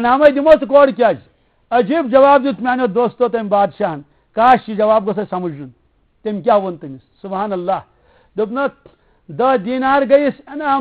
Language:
Kashmiri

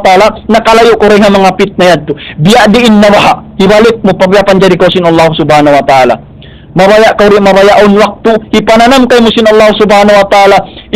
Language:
Tausug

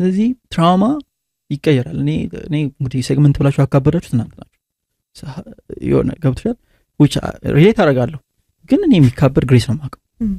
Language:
Amharic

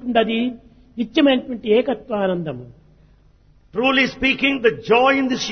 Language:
Telugu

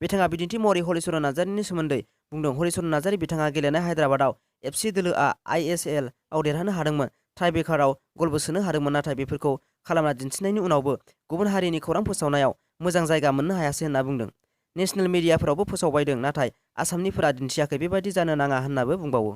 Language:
Bodo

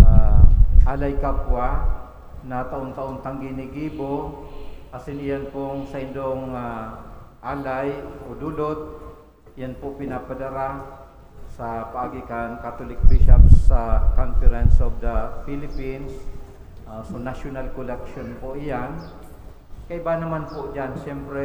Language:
Bikol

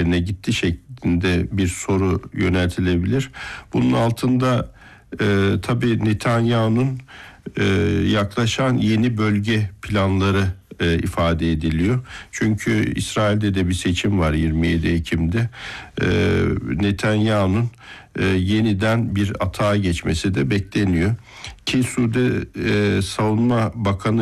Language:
Turkish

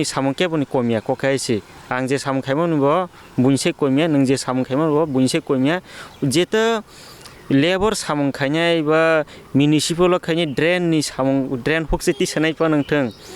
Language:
Kok Borok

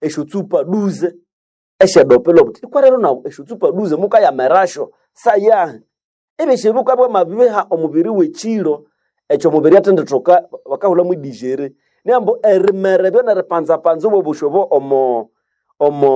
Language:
Nande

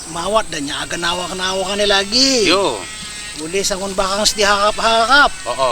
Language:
Lampung Api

